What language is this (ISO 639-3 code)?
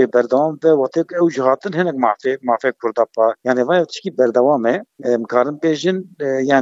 kur